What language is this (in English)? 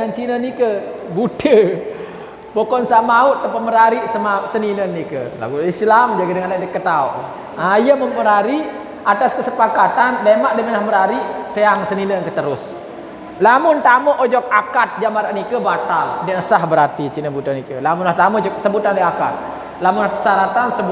Sasak